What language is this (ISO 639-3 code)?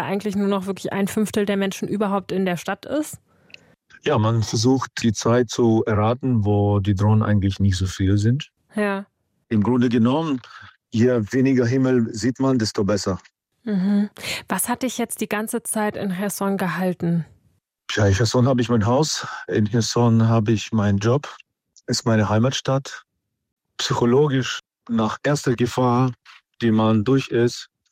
deu